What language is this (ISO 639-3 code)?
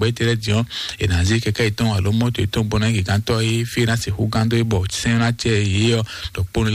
fon